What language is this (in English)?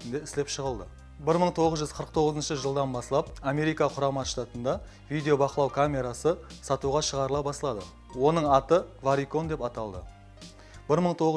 Kara-Kalpak